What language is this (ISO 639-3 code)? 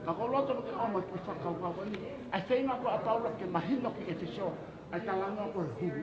ton